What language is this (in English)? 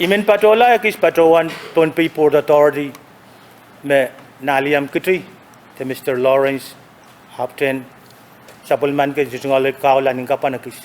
Pohnpeian